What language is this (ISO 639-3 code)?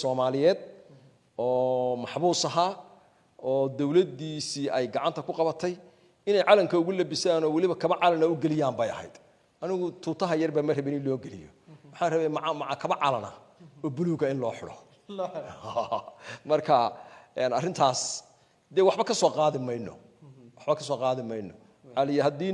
som